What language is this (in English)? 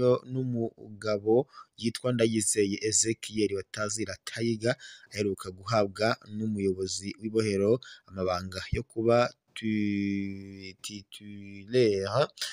Rundi